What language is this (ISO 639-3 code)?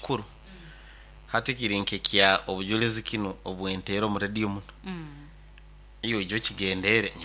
nyo